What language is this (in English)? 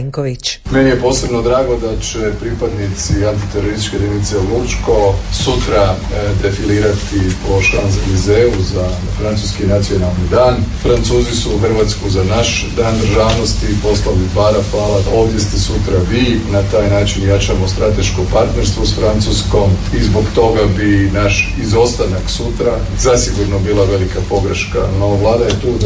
Croatian